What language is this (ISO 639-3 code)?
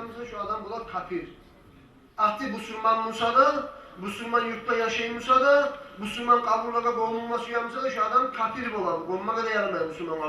kum